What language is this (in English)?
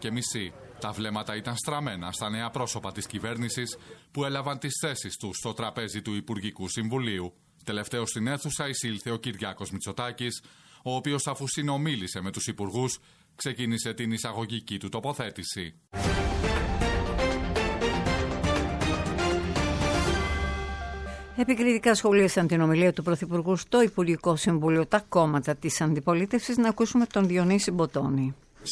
Greek